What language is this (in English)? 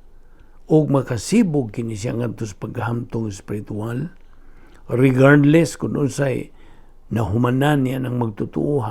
Cebuano